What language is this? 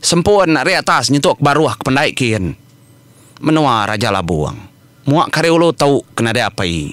Iban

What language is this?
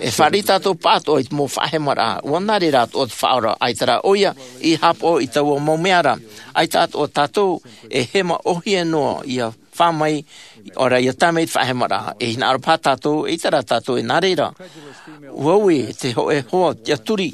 Tahitian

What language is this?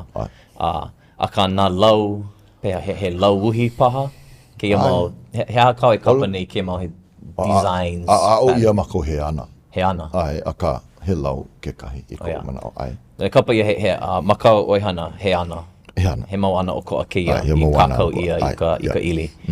Hawaiian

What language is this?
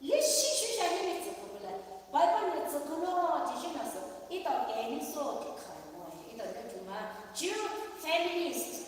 Poumei Naga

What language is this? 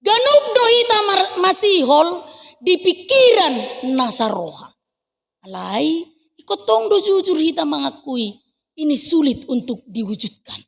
Batak Toba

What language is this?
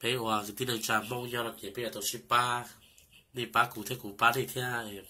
Hmong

